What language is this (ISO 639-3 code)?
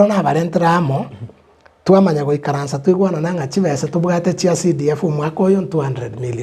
guz